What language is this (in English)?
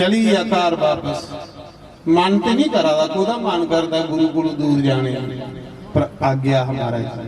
Dogri